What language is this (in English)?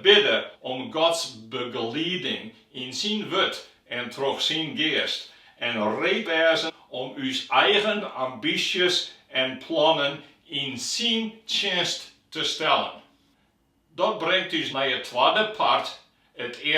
Western Frisian